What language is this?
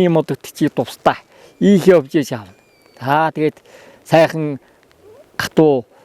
Mongolian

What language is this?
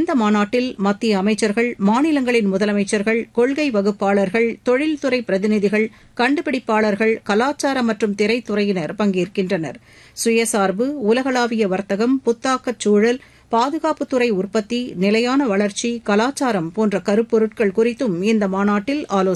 Tamil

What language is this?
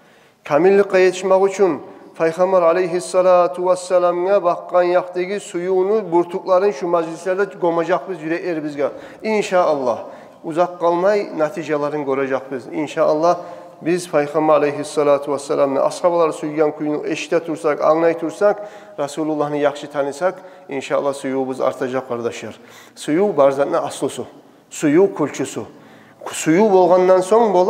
Kumyk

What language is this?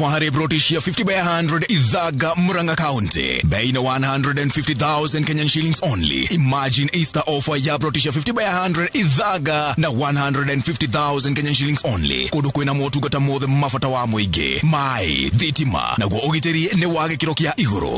Kikuyu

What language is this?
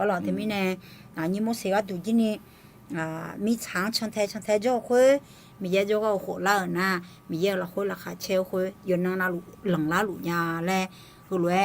Akha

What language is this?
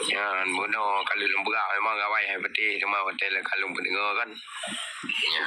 Achinese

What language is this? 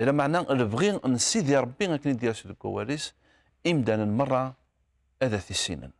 Kabyle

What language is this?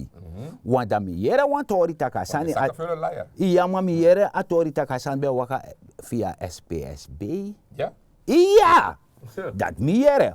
Sranan Tongo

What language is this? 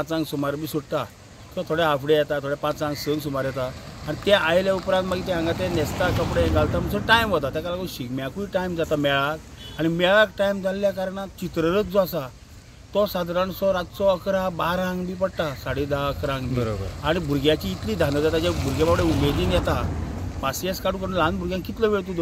Konkani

